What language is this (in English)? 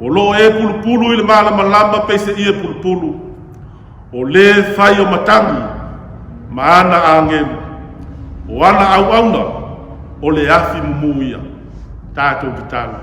Samoan